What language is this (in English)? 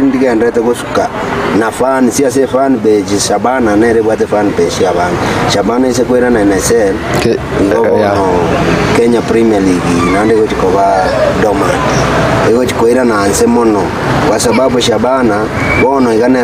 Gusii